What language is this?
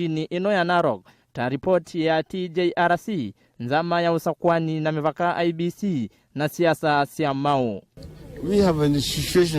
Kamba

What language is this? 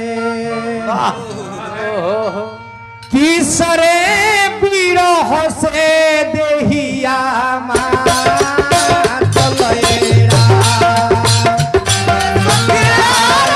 Bhojpuri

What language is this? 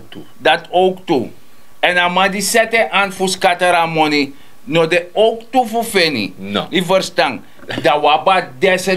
Sranan Tongo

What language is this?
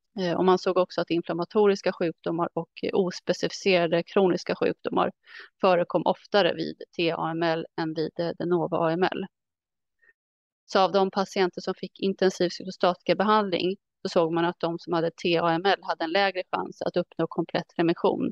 Swedish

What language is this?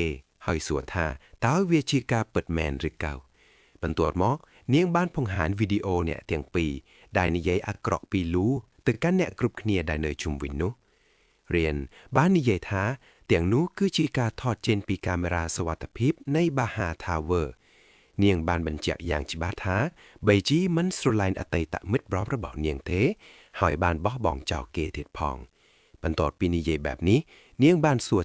Khmer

